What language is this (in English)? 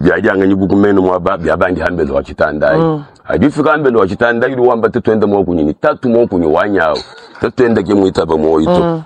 Luba-Lulua